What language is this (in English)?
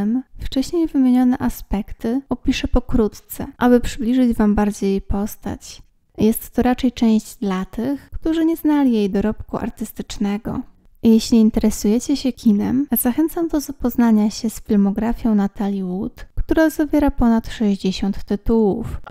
Polish